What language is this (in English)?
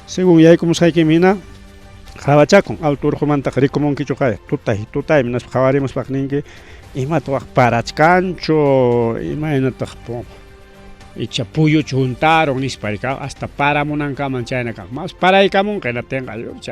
Ayacucho Quechua